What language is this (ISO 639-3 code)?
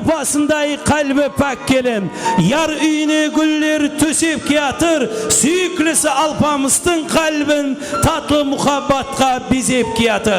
kaa